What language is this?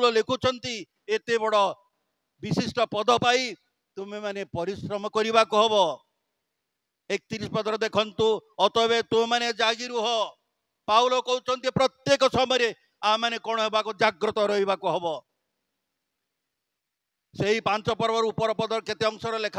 Odia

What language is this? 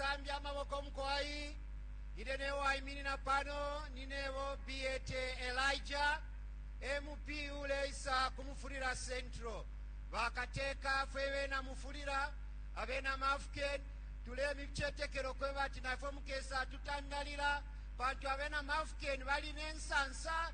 Bemba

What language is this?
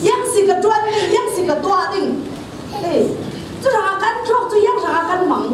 Falam Chin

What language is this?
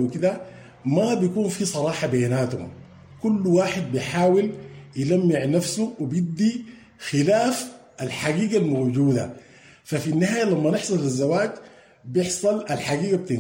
Sudanese Arabic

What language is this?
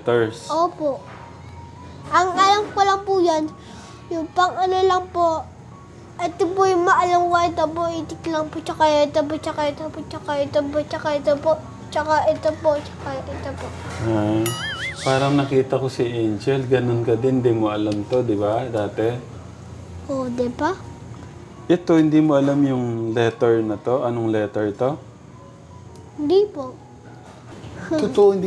Filipino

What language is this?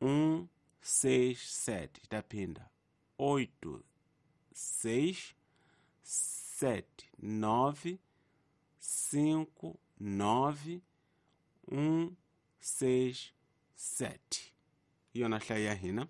Tsonga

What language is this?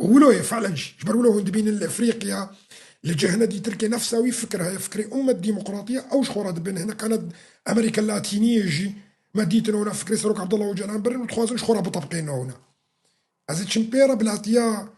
Kurdish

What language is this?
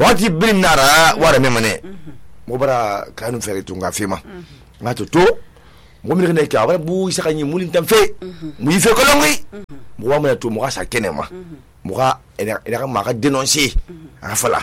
Susu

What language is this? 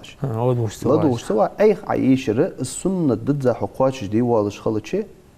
Ingush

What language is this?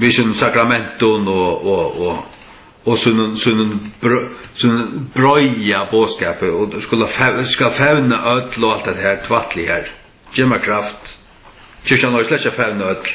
Faroese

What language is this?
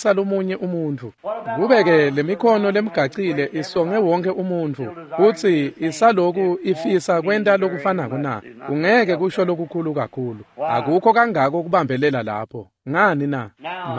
Swati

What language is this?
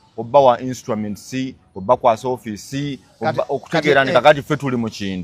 Ganda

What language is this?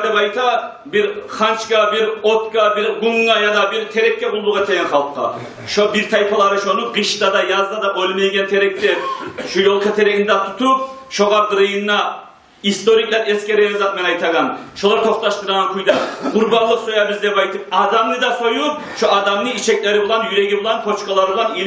Kumyk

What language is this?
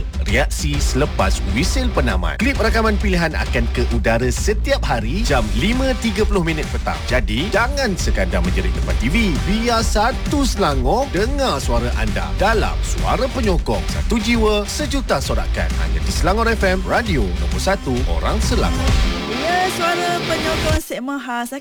Malay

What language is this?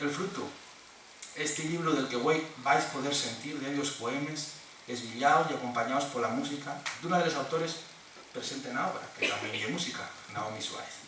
Asturian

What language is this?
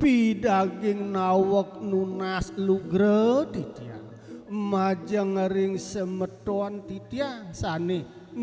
Balinese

